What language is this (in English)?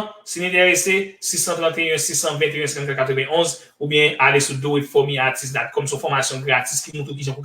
Haitian Creole